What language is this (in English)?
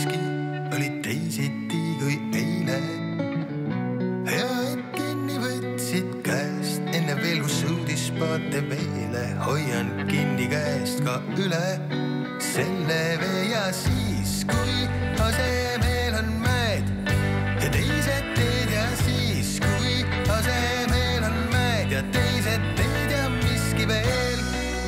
Estonian